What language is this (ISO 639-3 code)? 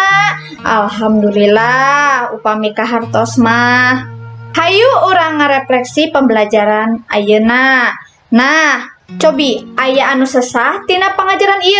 sun